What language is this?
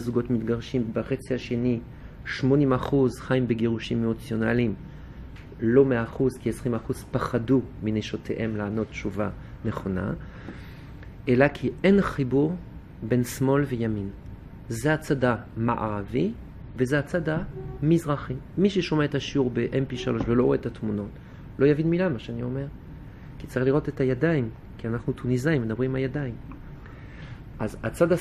Hebrew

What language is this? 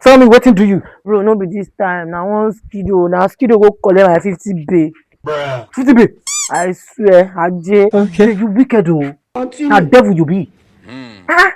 Nigerian Pidgin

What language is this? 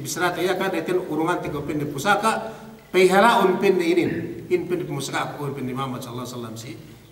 Yakan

